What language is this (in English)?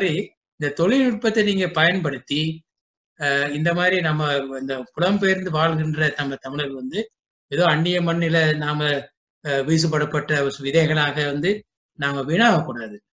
Tamil